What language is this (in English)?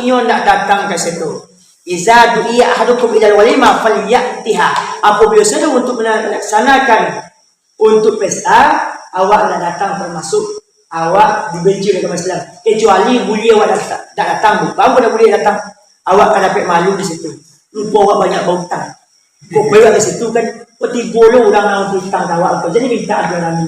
Minangkabau